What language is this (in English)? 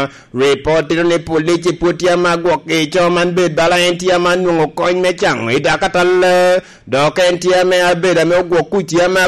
Lango (Uganda)